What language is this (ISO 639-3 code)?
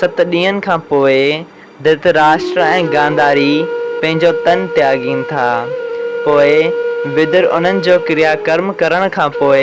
snd